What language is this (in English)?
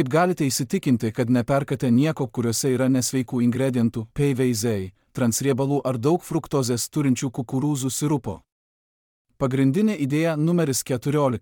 Lithuanian